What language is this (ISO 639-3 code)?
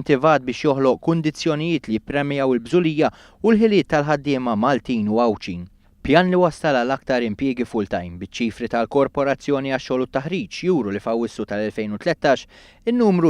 mlt